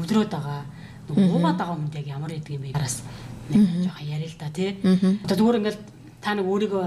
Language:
Mongolian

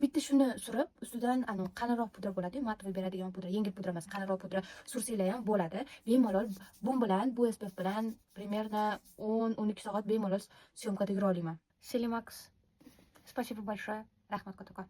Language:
Uzbek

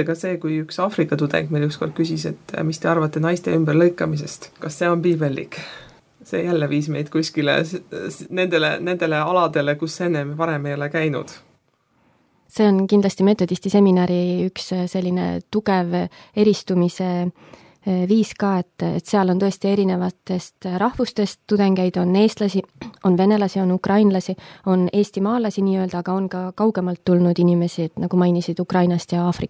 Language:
Estonian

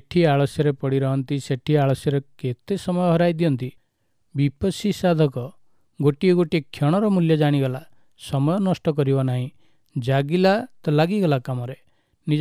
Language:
Odia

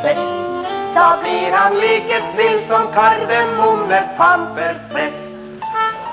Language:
Norwegian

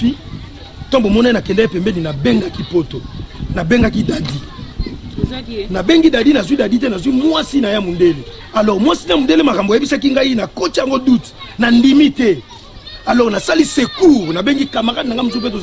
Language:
Lingala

